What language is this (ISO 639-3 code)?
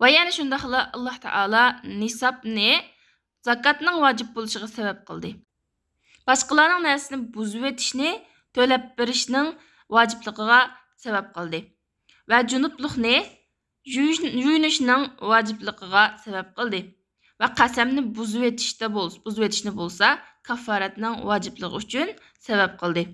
uig